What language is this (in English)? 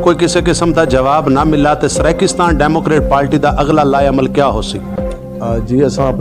Saraiki